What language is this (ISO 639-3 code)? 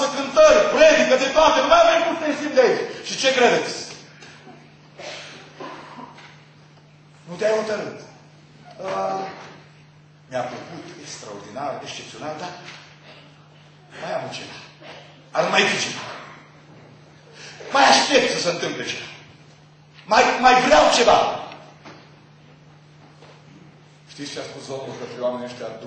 ron